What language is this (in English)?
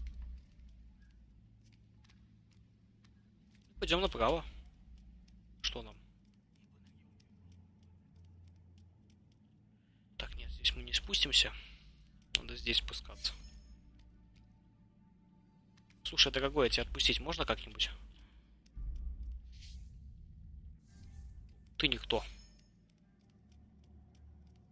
Russian